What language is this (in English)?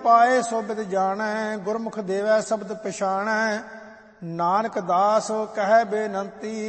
Punjabi